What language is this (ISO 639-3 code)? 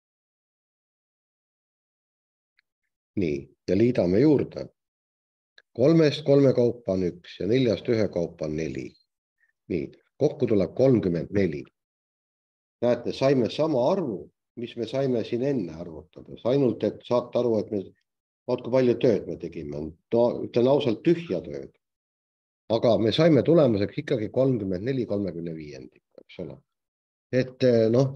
est